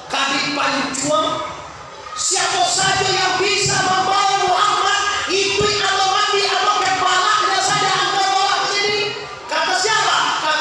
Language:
Minangkabau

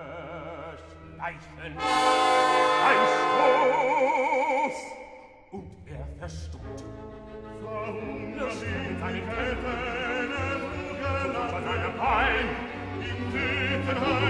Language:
German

